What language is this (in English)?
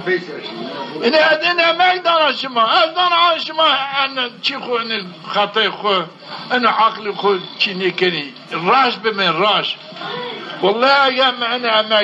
Zaza